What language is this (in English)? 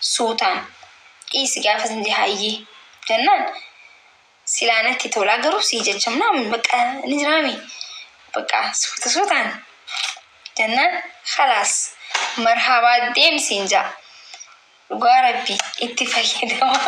Oromo